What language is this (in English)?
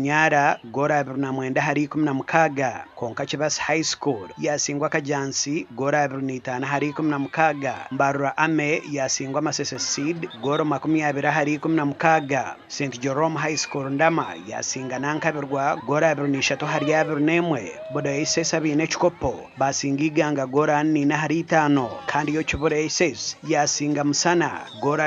Nyankole